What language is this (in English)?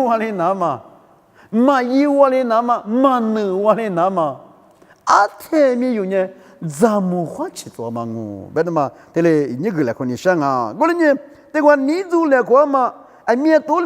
Lisu